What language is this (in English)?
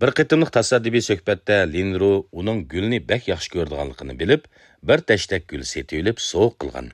Uyghur